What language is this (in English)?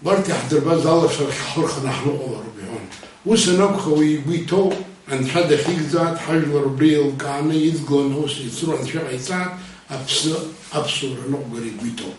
Abkhazian